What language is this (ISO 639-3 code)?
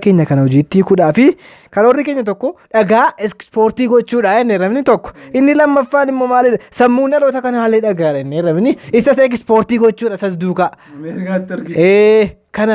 orm